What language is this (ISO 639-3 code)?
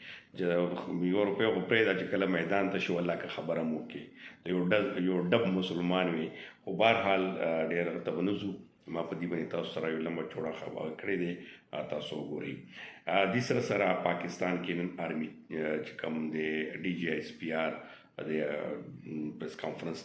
pus